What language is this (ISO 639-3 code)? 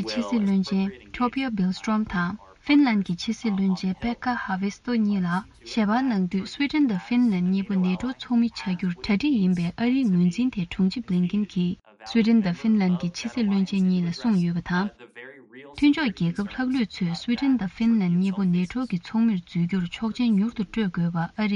bod